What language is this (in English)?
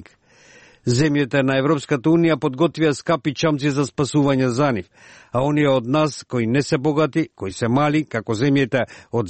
Macedonian